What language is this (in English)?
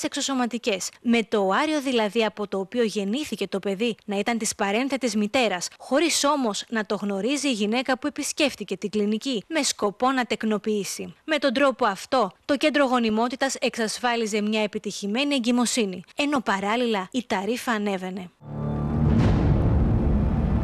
Greek